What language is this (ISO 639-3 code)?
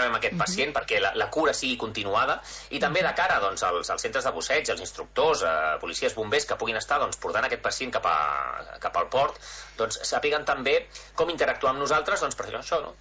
cat